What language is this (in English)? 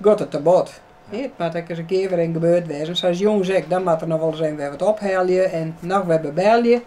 Western Frisian